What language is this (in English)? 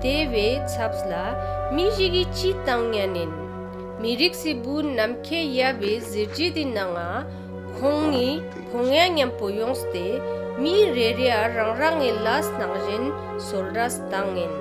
Ladakhi